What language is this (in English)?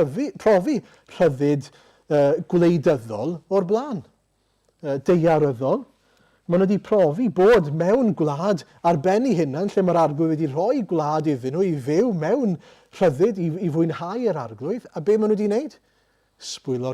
Welsh